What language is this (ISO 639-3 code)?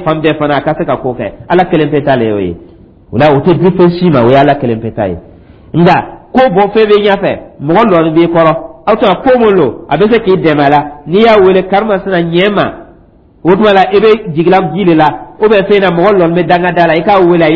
dyu